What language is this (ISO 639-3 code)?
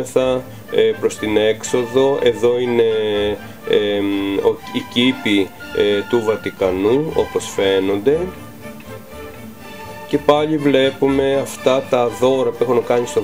ell